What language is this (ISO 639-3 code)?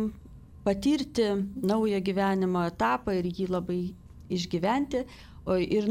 lit